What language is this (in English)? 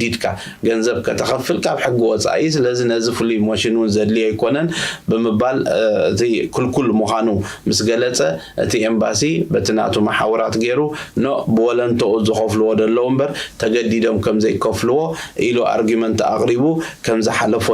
Tigrinya